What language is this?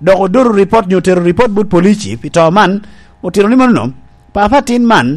Lango (Uganda)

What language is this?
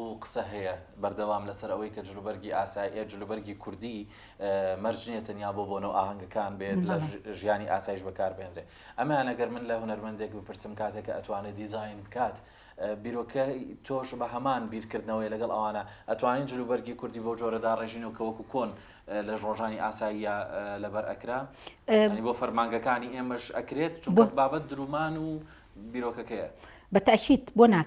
Central Kurdish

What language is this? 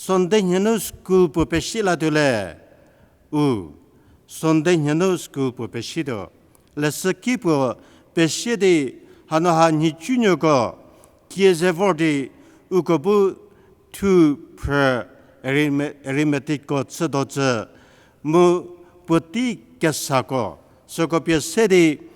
Angami Naga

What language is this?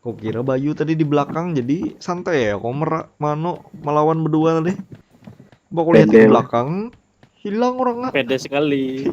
Banjar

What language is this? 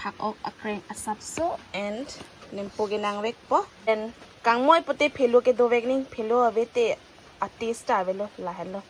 Karbi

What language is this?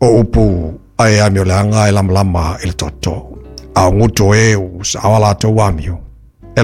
Samoan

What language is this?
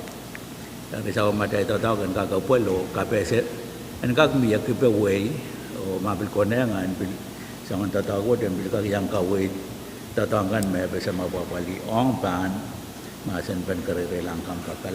Pohnpeian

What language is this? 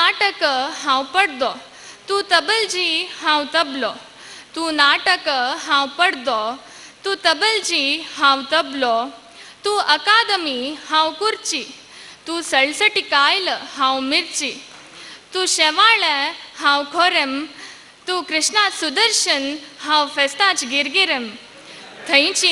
Konkani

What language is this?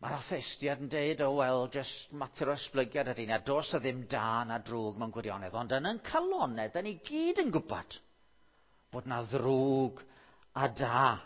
Welsh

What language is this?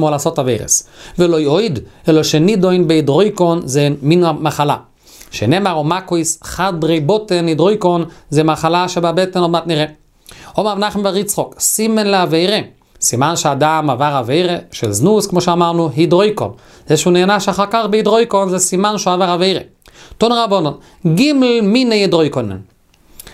Hebrew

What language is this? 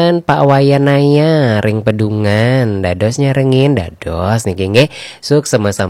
Balinese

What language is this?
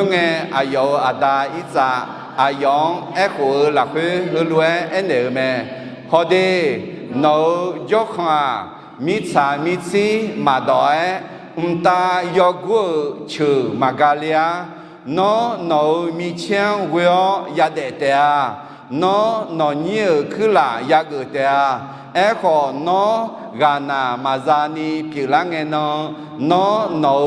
Akha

